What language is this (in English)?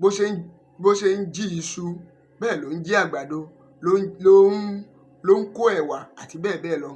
Yoruba